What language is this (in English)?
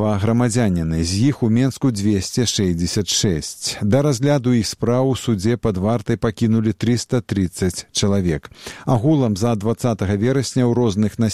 Belarusian